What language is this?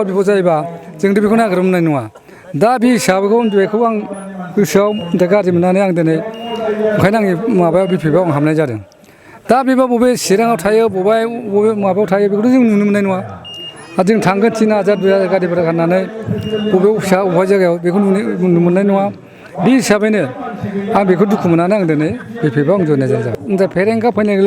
Bodo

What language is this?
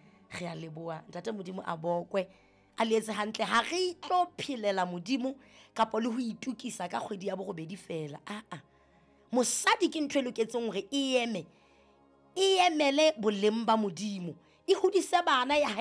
Southern Sotho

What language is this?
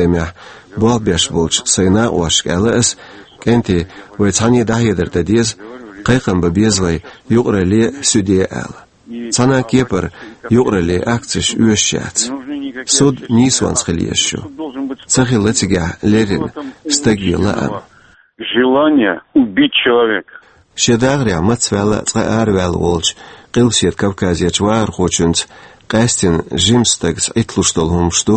Chechen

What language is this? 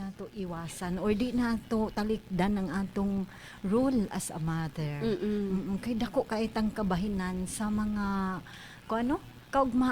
Cebuano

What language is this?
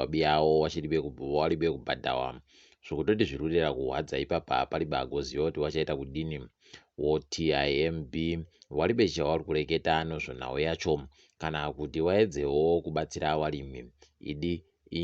Ndau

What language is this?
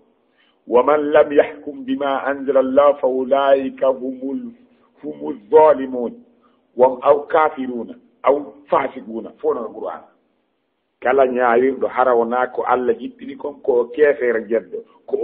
Fula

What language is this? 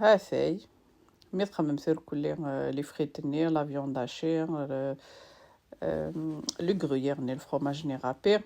Kabyle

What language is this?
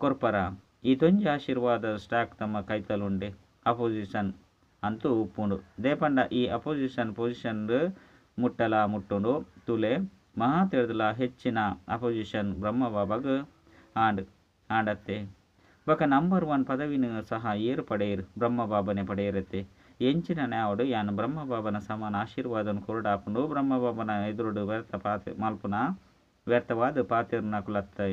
Tulu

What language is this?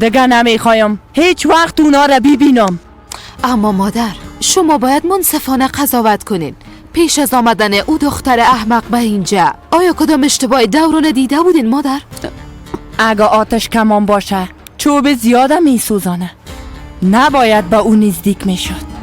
Persian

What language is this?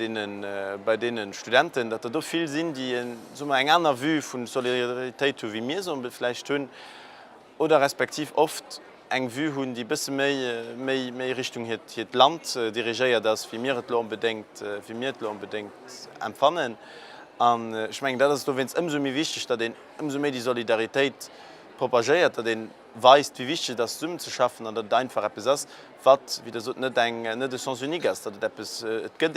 Luxembourgish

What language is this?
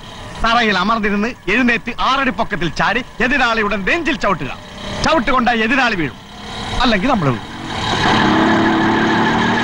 Malayalam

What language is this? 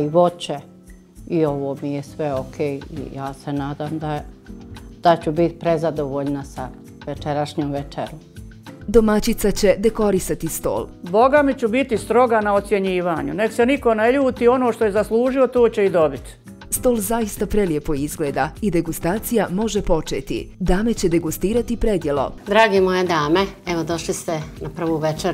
Bosnian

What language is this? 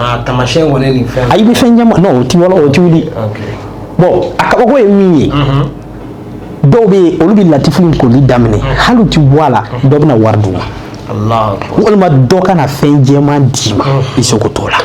Bambara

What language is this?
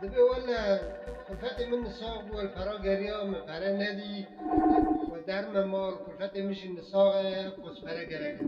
Kurdish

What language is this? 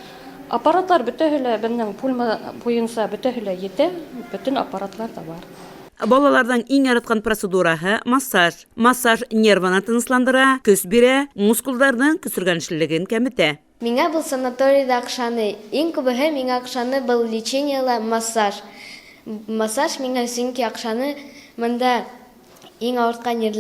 Bashkir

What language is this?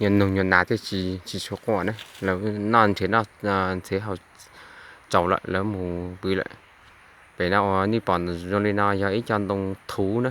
Hmong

